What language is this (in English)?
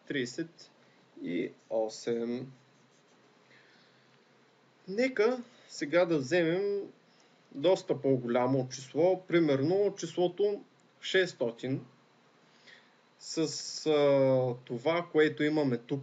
Bulgarian